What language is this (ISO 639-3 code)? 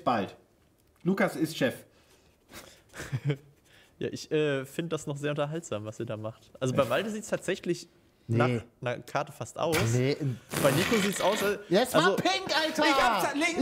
deu